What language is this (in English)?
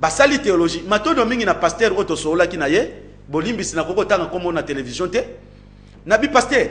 Lingala